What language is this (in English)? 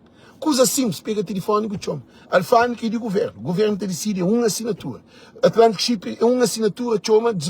Kabuverdianu